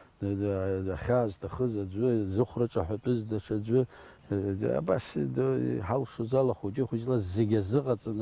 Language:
Abkhazian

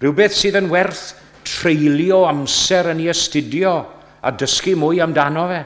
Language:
Welsh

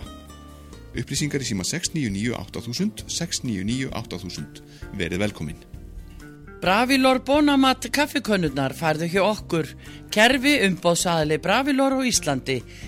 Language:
Icelandic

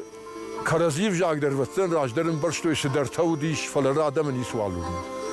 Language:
Ossetic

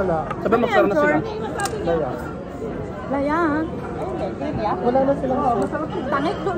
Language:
Filipino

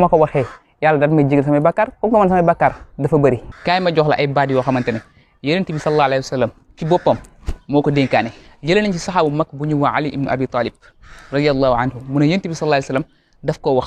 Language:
Wolof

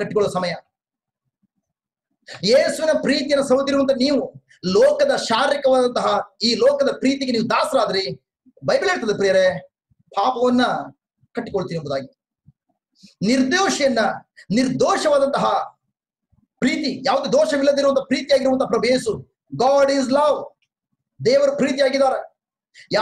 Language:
Kannada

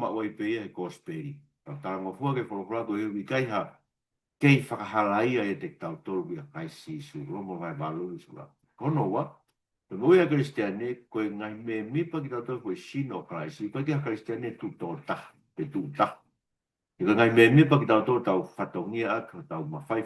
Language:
Tongan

